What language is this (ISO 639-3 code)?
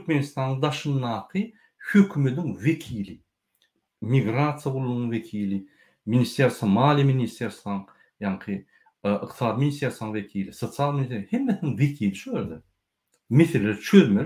tuk